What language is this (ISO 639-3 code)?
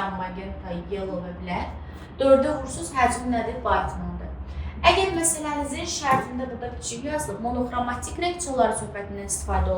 aze